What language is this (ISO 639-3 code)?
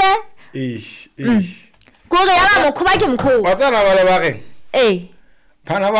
sot